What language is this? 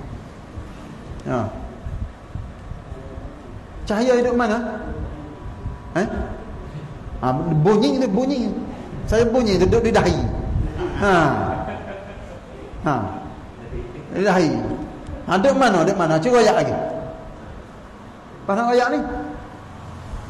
Malay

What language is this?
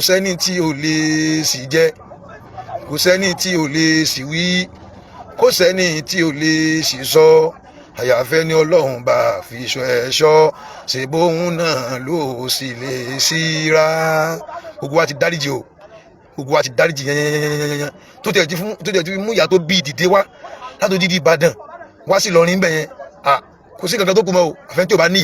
Yoruba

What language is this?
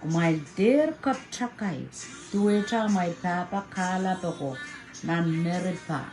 Pohnpeian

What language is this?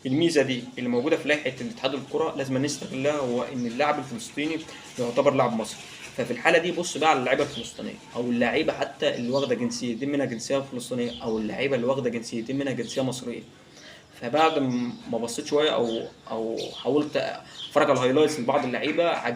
Egyptian Arabic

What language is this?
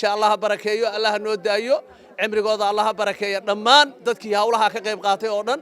Somali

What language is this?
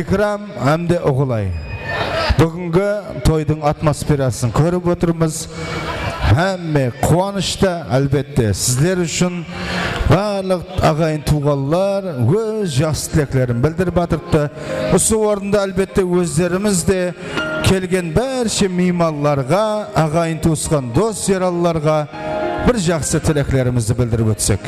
Kara-Kalpak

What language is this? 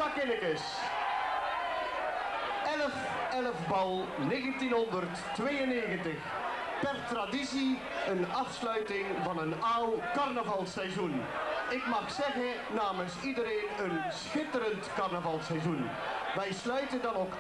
Dutch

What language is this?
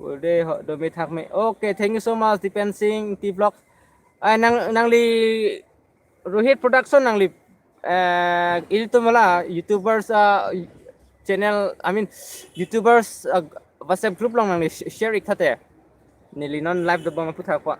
Karbi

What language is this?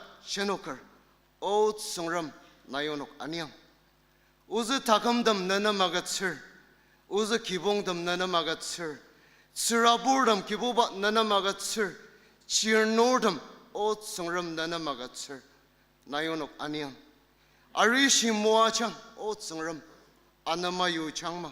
Ao Naga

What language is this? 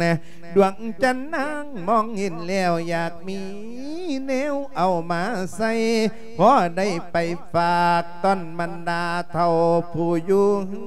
Lao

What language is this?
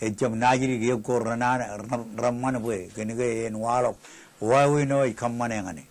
Marshallese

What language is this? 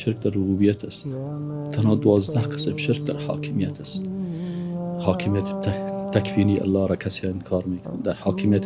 Persian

